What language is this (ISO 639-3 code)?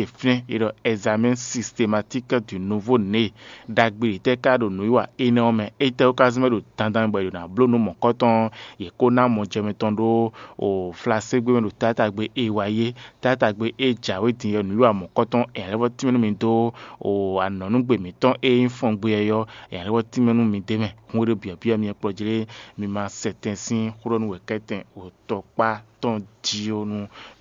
fon